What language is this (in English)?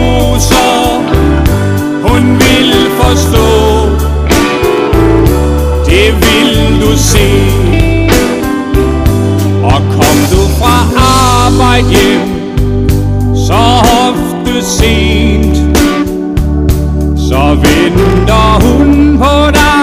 Danish